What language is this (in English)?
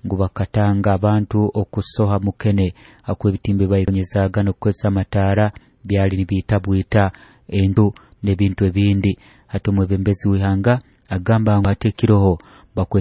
Nyoro